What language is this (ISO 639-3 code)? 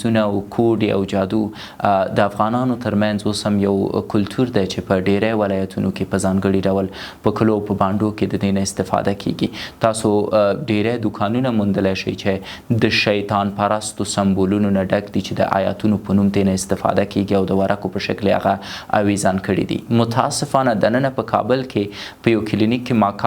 pus